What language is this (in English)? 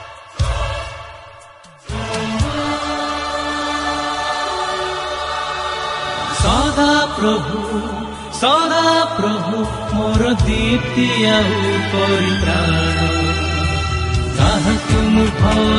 Odia